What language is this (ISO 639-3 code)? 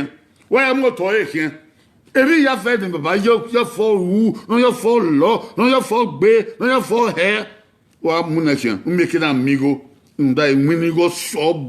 bin